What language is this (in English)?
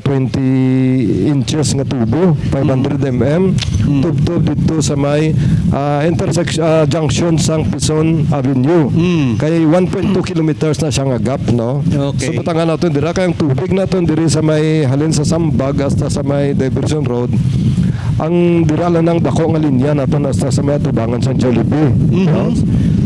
Hiligaynon